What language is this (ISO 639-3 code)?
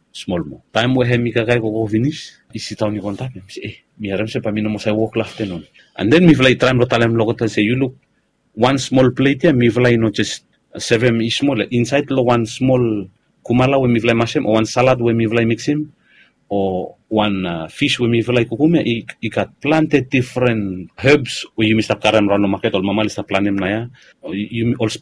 bis